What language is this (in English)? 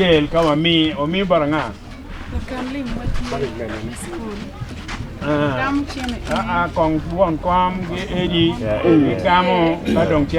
Acoli